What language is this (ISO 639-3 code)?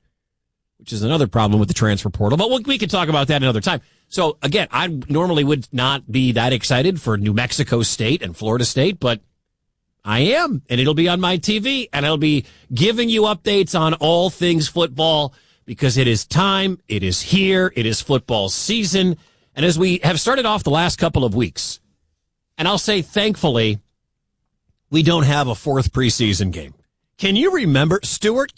eng